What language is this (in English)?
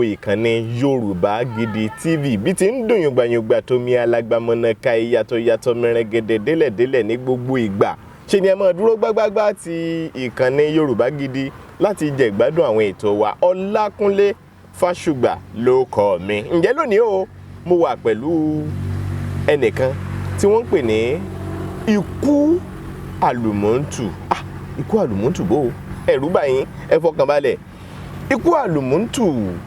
Yoruba